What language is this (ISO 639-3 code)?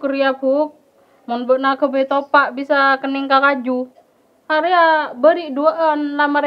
mad